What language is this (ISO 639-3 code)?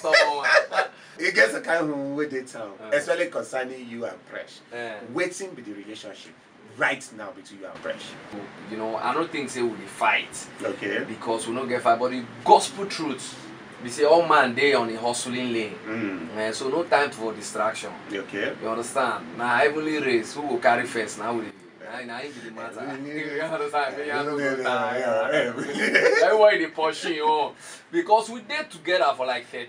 pcm